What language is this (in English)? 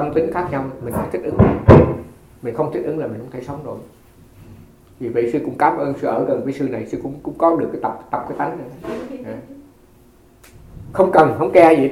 Vietnamese